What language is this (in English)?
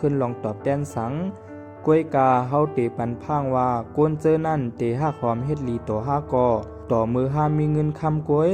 Shan